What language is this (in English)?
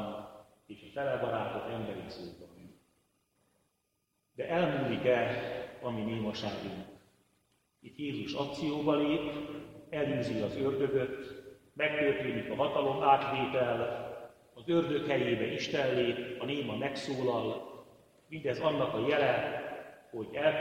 Hungarian